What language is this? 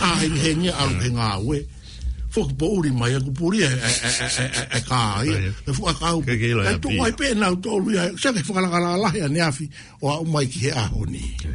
Tongan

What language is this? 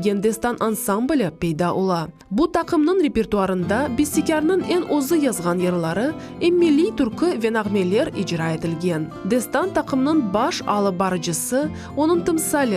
Crimean Tatar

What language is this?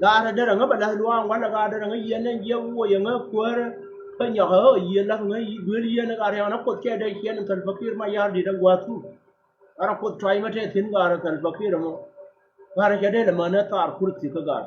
Nuer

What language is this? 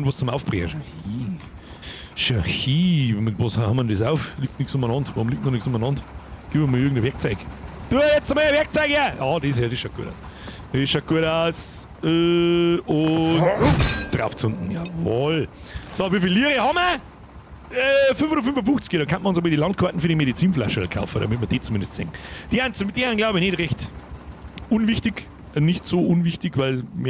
Bavarian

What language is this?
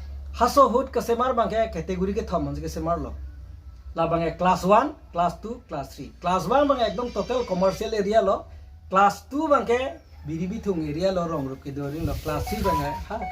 Karbi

